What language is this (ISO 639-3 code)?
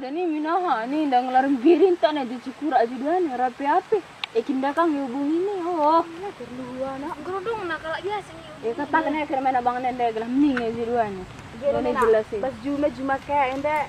btx